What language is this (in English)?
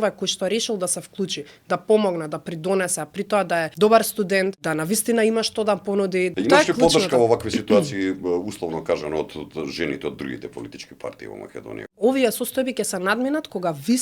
Macedonian